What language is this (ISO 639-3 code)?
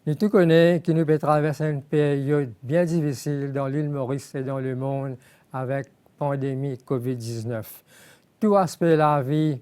mfe